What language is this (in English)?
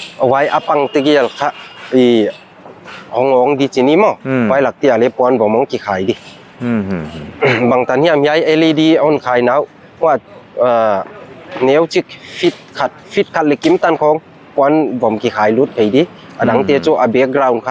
Paite Chin